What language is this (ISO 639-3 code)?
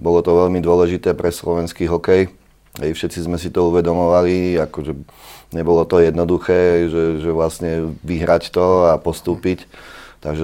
slk